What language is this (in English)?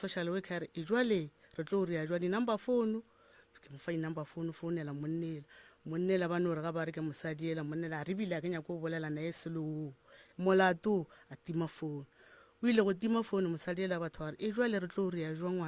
Northern Sotho